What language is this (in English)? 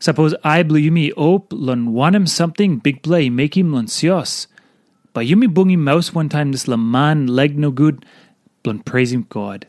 Tok Pisin